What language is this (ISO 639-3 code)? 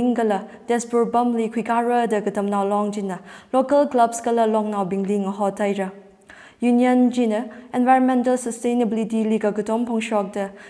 nmf